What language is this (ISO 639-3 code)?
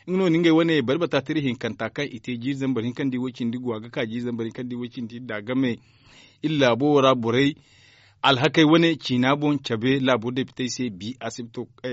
dje